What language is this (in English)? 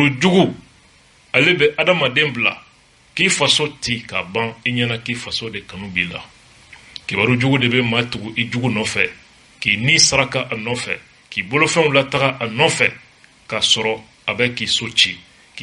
Bambara